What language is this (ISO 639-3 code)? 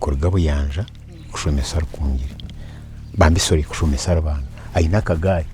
nyn